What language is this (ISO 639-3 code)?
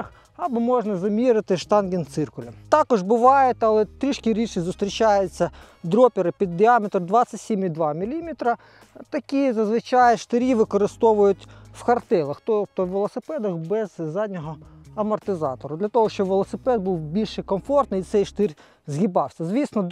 ukr